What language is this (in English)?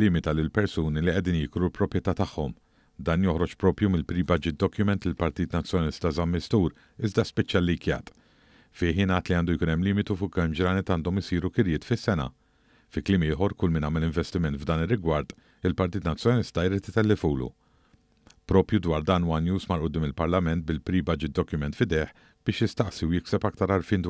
Maltese